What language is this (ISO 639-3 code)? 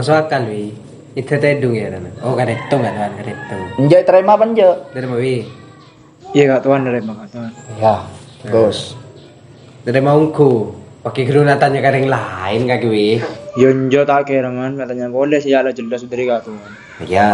mad